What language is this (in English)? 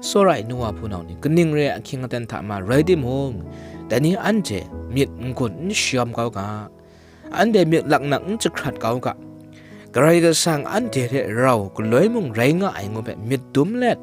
Kachin